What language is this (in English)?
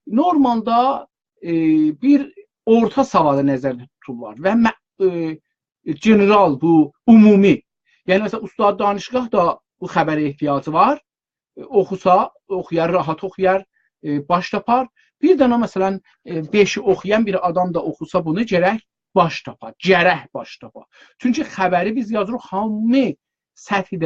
South Azerbaijani